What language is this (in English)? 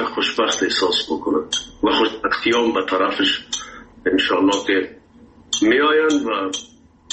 Persian